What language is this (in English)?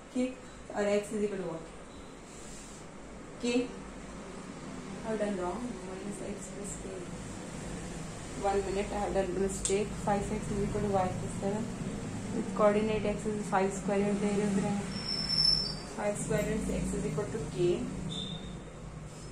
English